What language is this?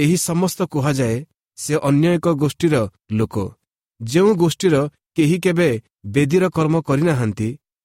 Odia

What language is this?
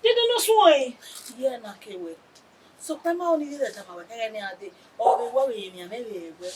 Bini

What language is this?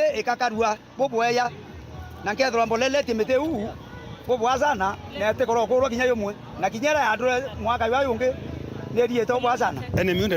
Meru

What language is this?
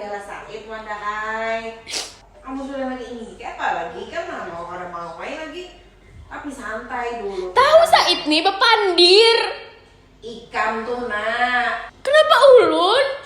Banjar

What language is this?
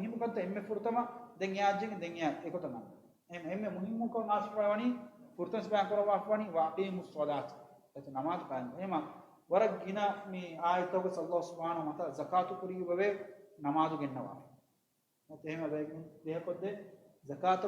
Divehi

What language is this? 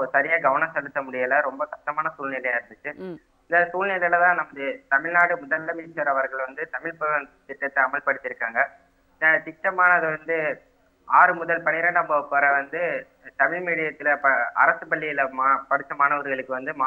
Tamil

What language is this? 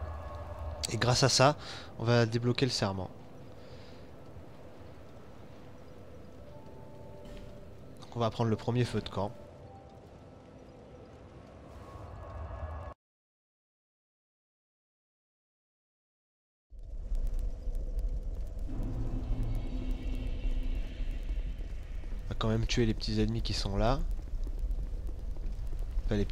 French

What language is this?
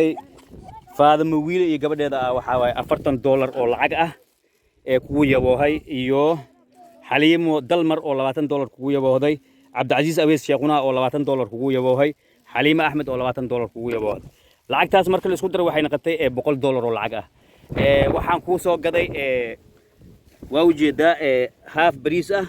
Somali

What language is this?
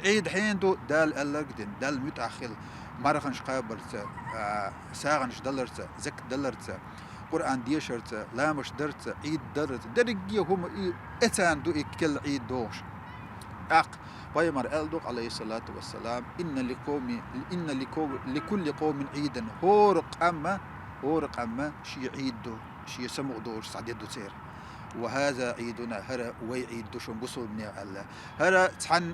Chechen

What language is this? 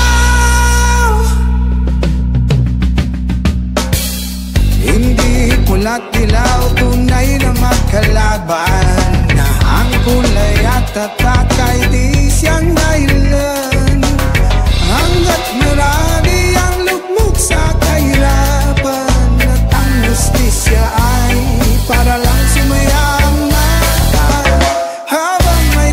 Filipino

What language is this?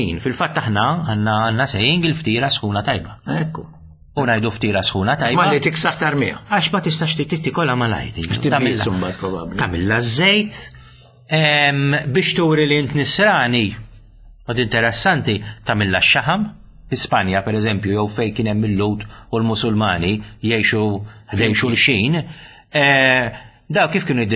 Maltese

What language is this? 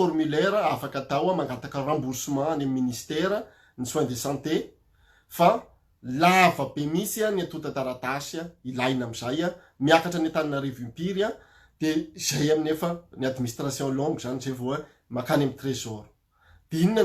Malagasy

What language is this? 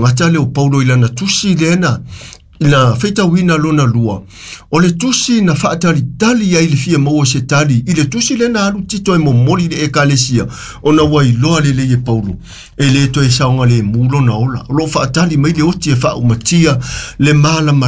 Samoan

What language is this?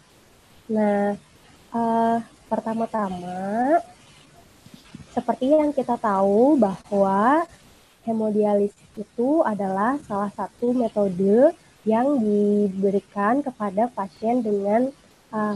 Indonesian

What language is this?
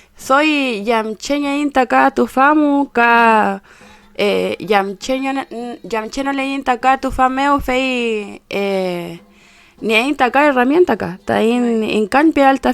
Mapuche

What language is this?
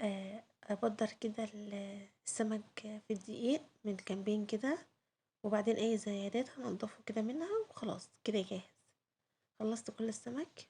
Egyptian Arabic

